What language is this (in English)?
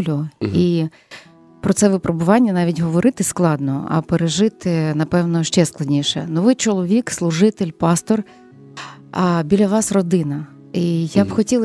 Ukrainian